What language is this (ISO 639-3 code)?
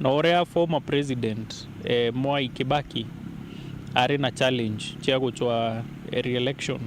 mer